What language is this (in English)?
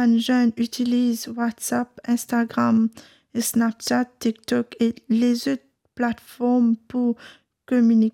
Morisyen